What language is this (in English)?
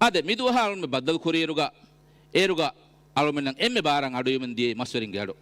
Divehi